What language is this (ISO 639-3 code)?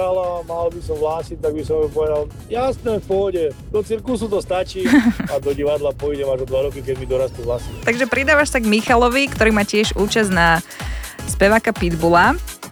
slk